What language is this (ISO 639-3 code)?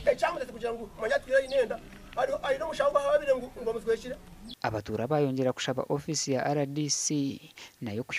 nyn